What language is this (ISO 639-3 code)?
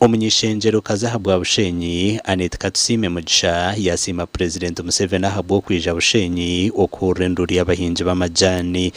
nyn